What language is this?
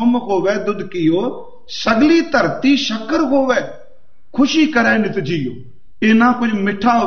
Punjabi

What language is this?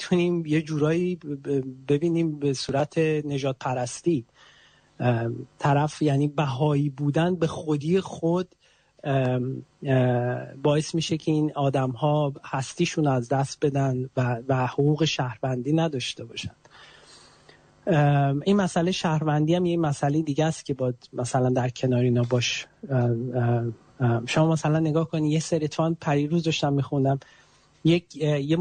Persian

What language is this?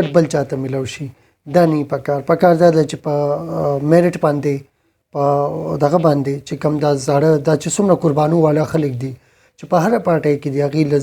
Pashto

